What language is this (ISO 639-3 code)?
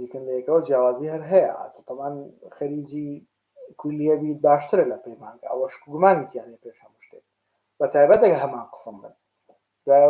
ckb